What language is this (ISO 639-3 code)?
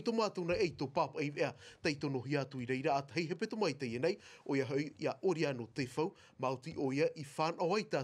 tah